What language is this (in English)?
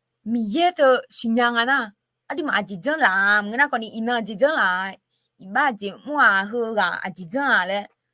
Akha